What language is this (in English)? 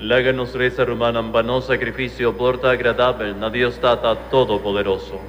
Papiamento